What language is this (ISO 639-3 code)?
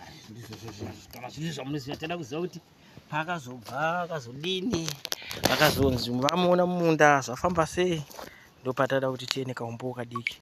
sna